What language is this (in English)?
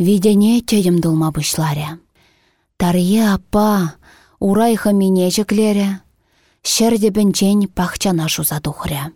Chuvash